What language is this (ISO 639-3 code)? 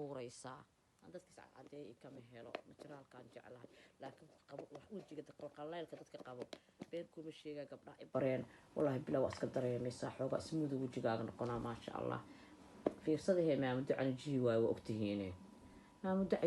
som